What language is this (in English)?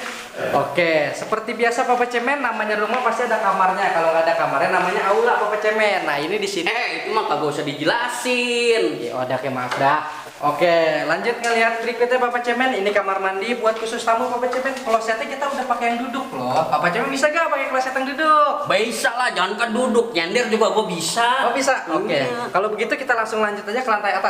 Betawi